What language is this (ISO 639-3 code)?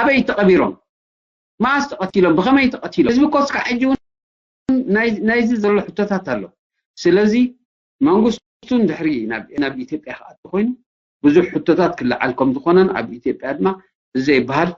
tir